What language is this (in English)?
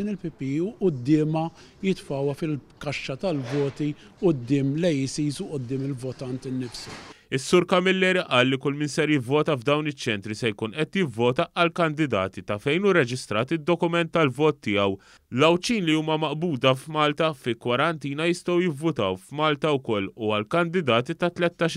Maltese